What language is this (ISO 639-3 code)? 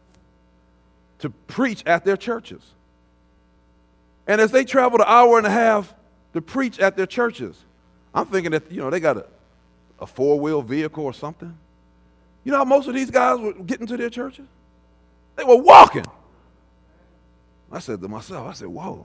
eng